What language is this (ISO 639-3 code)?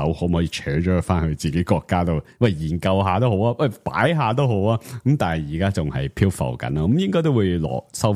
yue